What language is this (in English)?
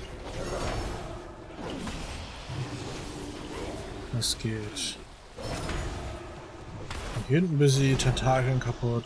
German